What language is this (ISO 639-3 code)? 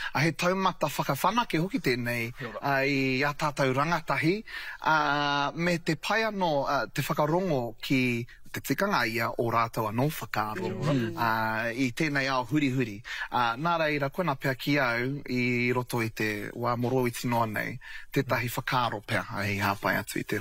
mri